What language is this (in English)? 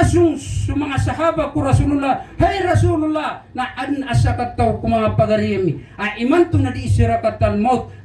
Maranao